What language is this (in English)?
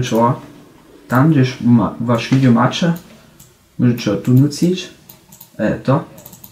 Upper Sorbian